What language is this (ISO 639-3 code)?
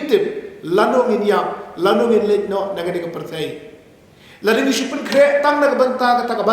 kha